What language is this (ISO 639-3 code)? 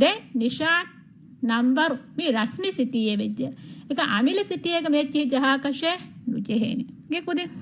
div